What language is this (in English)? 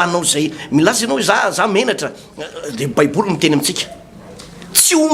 Malagasy